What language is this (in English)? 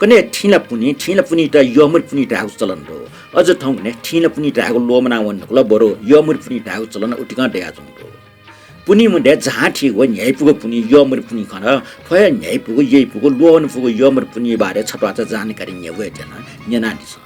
Newari